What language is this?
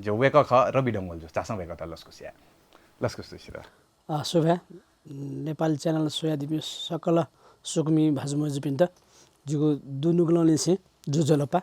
Newari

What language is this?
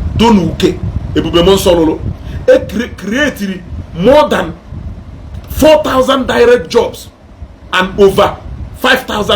Igbo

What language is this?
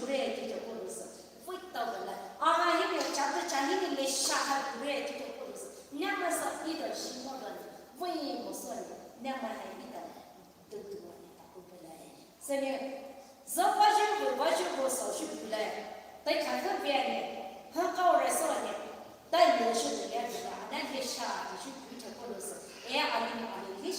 Poumei Naga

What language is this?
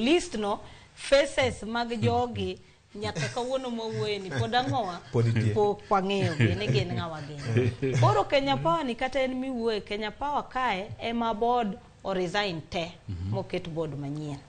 Luo (Kenya and Tanzania)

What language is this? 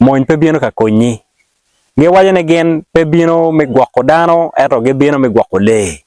Acoli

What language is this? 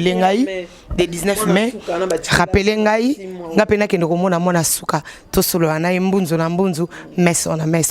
Lingala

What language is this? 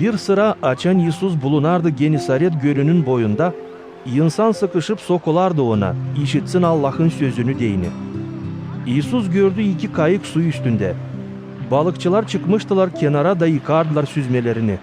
Gagauz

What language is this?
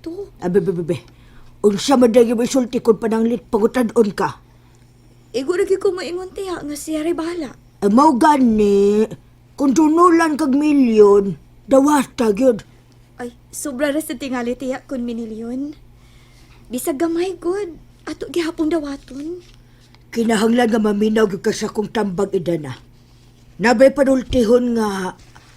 Cebuano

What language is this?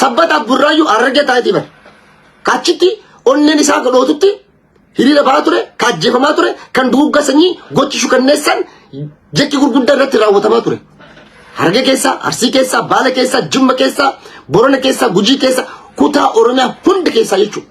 Oromo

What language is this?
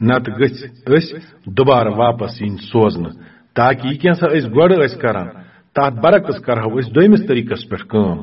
Kashmiri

